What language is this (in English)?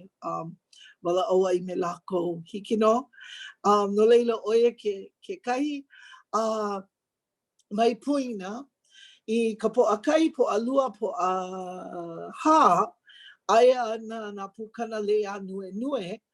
Hawaiian